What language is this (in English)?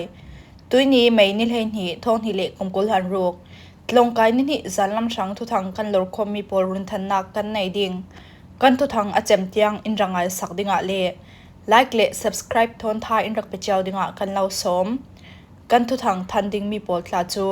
Falam Chin